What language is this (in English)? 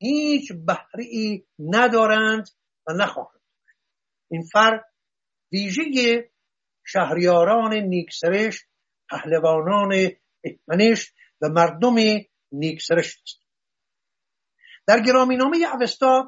Persian